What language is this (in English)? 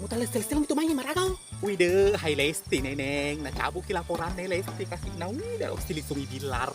Buginese